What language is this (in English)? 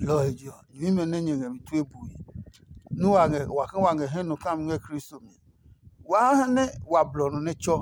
Adangme